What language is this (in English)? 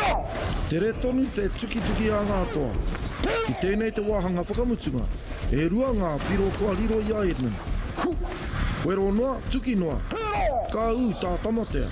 Māori